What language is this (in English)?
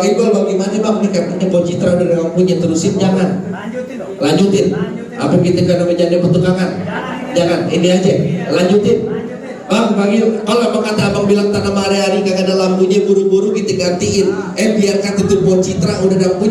Betawi